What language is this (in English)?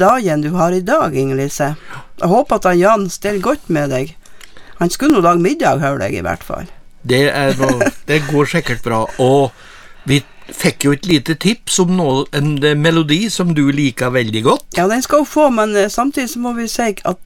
Norwegian